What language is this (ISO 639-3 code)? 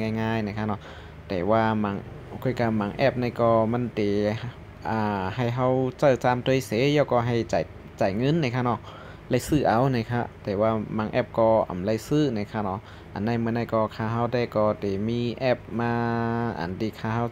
shn